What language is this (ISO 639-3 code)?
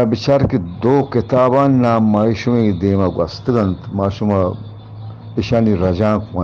bgp